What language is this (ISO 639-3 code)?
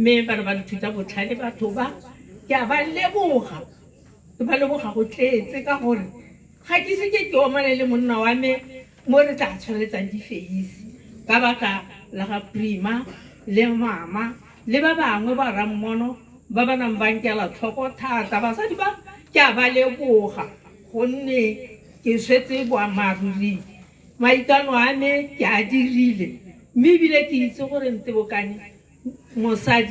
tsn